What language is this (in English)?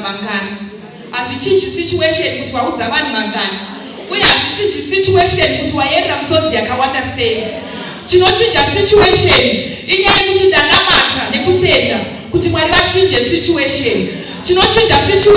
Shona